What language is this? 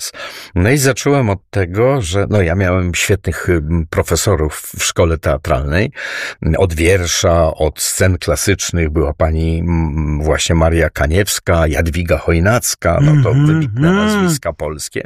Polish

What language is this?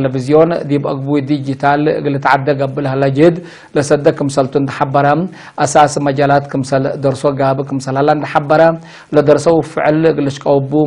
Tigre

